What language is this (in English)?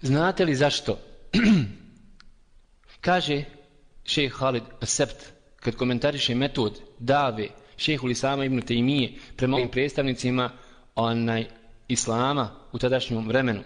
Bosnian